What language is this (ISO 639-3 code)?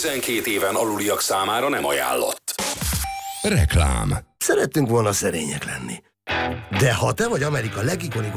hun